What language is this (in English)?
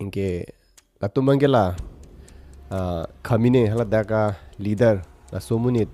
Karbi